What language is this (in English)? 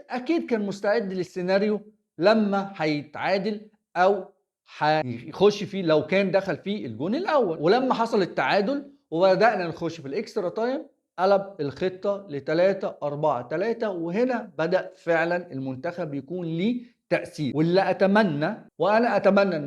Egyptian Arabic